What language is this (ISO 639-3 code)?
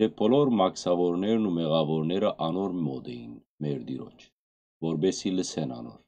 hyw